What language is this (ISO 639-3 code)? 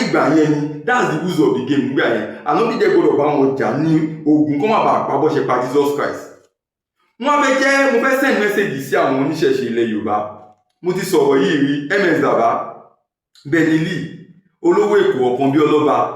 yor